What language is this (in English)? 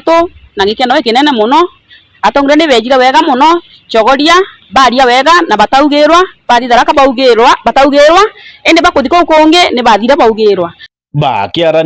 Meru